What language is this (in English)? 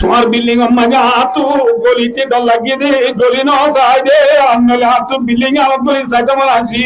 Rohingya